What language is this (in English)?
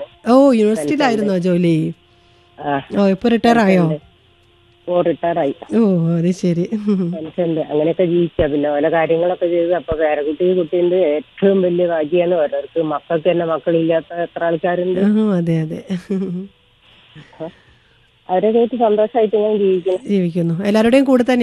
Malayalam